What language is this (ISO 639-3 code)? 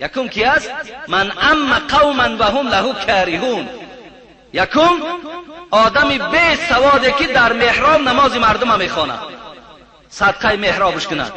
tgk